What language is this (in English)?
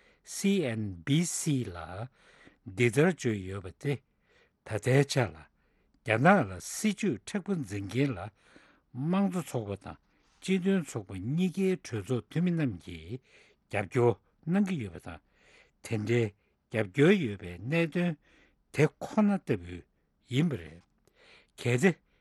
Tibetan